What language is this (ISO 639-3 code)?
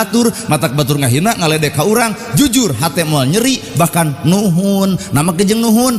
sun